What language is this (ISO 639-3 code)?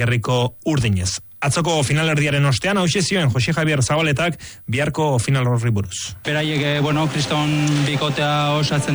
eus